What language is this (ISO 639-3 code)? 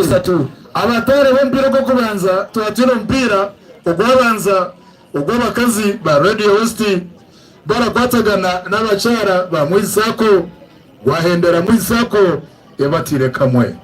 nyn